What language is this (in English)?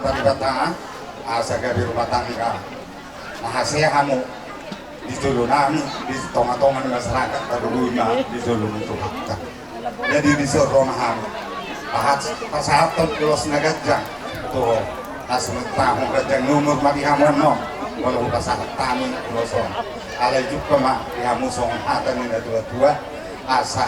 Batak Toba